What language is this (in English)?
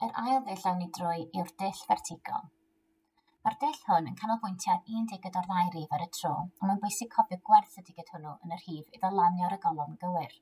Welsh